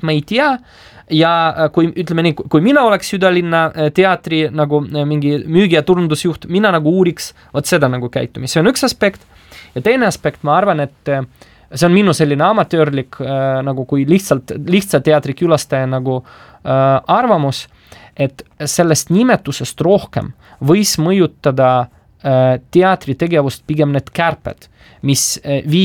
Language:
Estonian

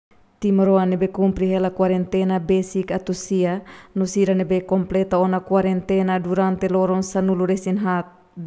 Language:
Tetum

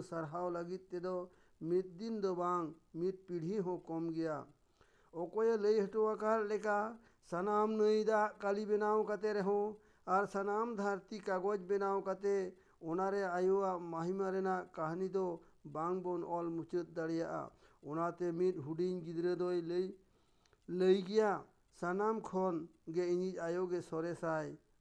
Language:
Santali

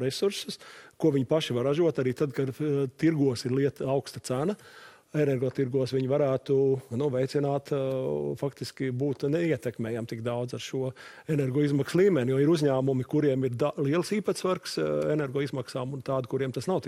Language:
Latvian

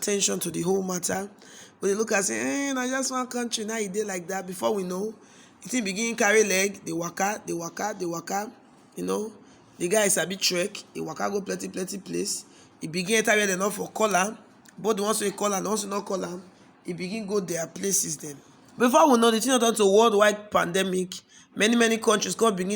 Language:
Nigerian Pidgin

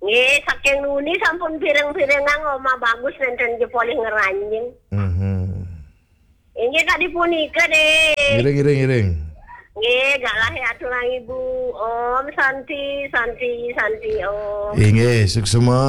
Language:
Balinese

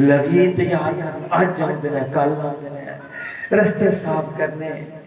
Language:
Dogri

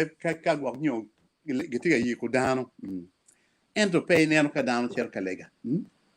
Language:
Acoli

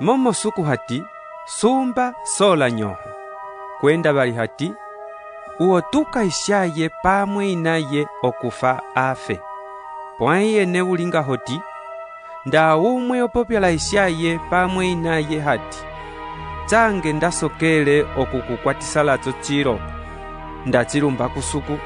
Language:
Umbundu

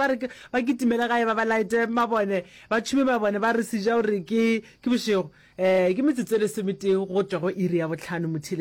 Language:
Northern Sotho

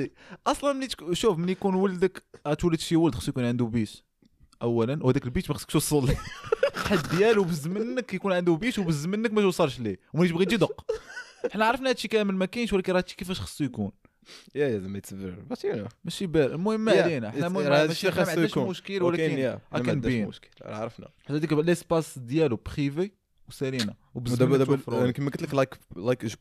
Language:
Moroccan Arabic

